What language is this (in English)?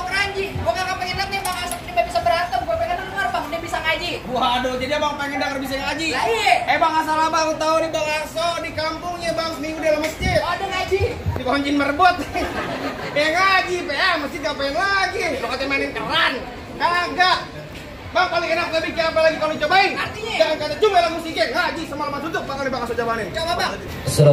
Betawi